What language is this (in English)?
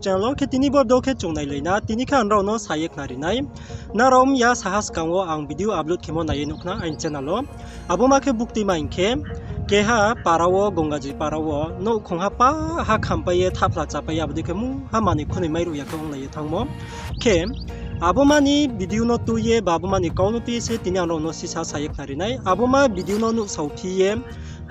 Riang (India)